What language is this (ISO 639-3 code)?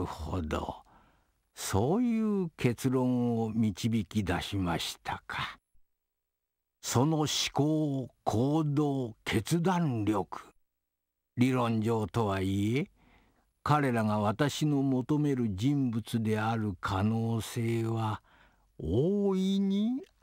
jpn